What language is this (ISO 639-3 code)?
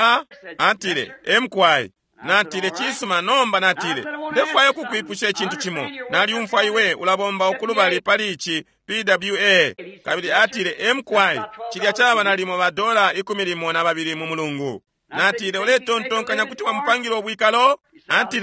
bem